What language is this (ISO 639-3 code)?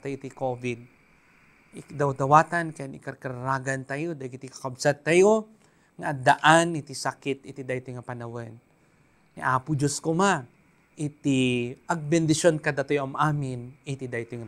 ilo